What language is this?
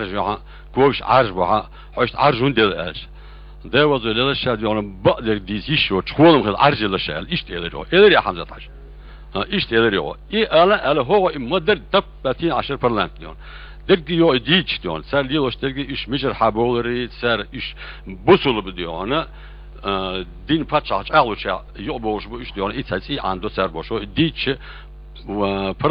Chechen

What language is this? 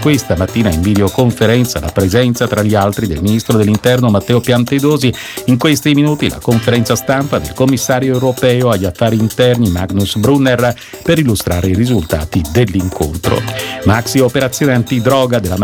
Italian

